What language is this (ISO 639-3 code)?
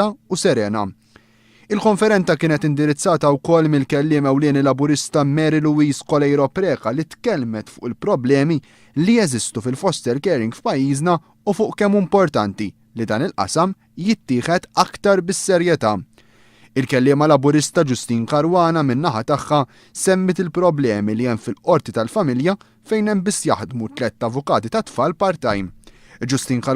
mlt